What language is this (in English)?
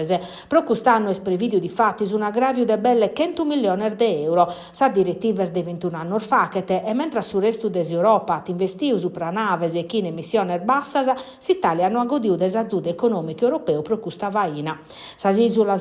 Sardinian